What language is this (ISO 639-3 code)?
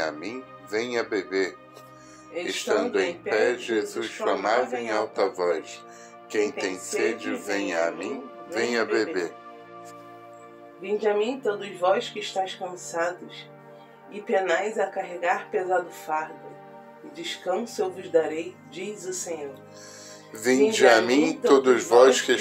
por